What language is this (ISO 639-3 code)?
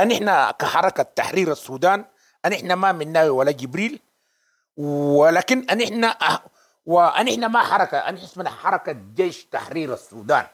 apd